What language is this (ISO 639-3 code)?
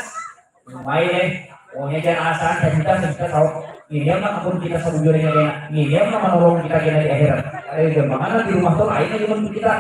bjn